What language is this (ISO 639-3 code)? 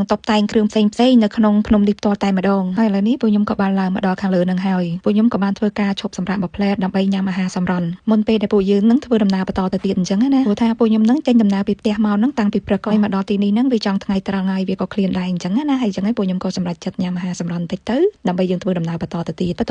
khm